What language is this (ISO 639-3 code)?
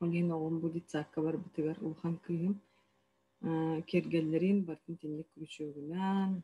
sah